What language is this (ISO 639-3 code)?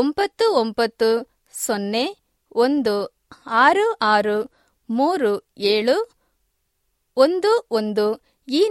kan